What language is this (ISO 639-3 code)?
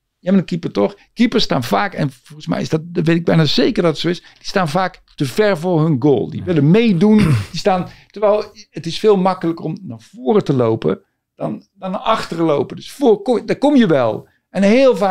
nld